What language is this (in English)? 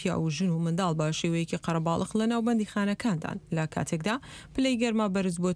Central Kurdish